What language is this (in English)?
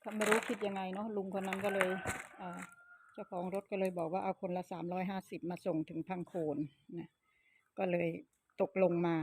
Northeastern Thai